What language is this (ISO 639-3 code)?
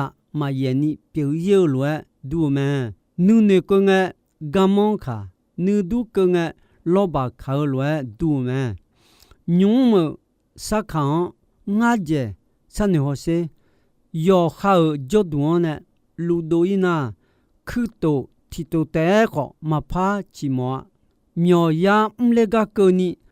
ahk